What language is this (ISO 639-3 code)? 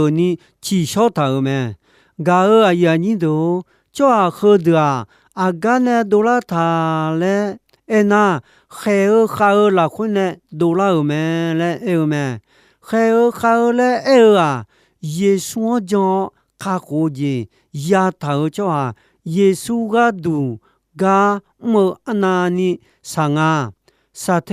ahk